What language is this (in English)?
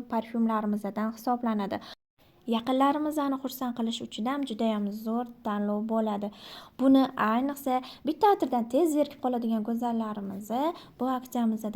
Uzbek